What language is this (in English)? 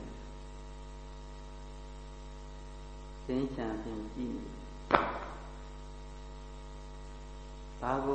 Burmese